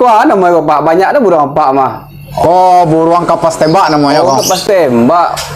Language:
Minangkabau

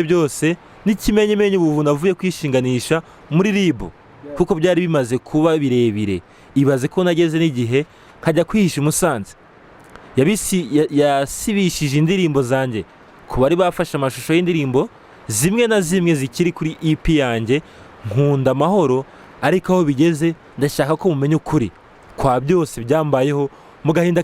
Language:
Kinyarwanda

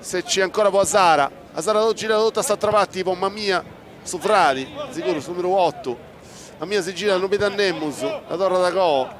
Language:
Sardinian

